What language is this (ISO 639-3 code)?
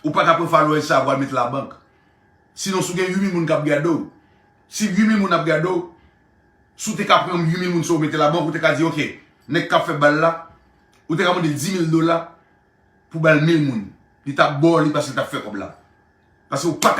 hat